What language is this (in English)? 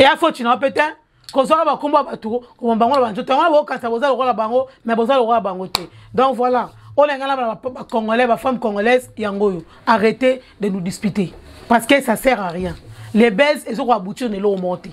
Lingala